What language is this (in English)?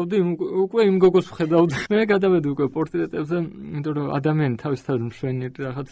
Georgian